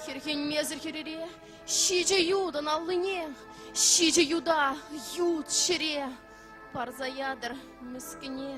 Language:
Chuvash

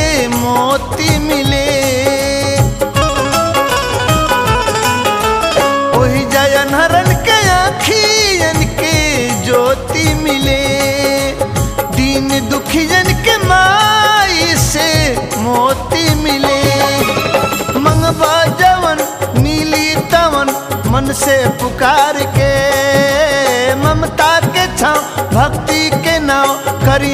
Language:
Bhojpuri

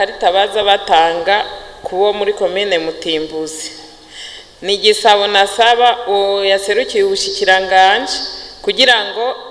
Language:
Rundi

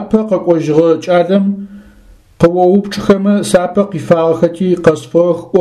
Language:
Adyghe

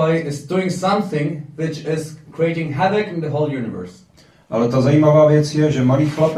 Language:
Czech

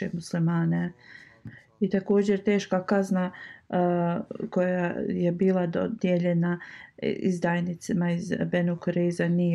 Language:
Bosnian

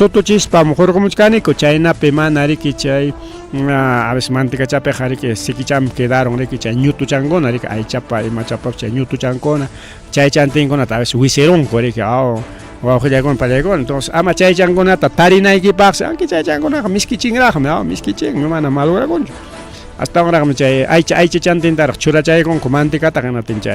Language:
Ayacucho Quechua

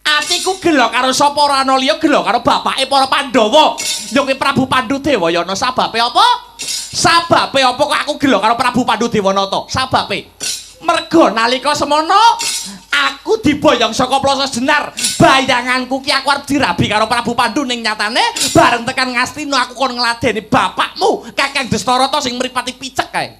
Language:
Javanese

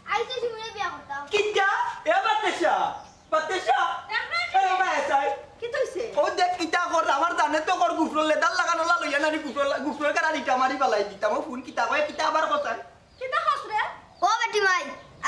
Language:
Sylheti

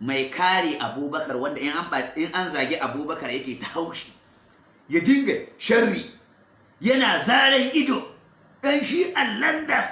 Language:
Hausa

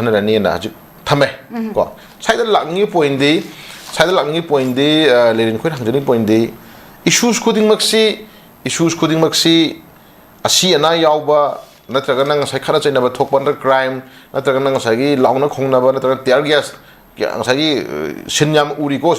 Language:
Manipuri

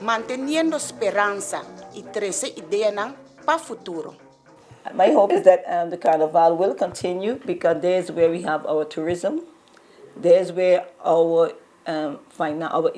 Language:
Papiamento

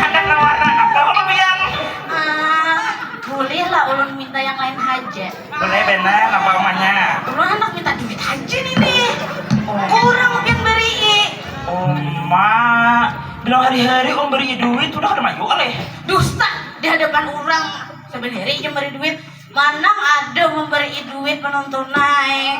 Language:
Banjar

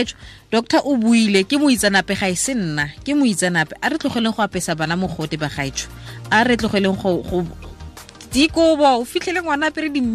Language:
Tswana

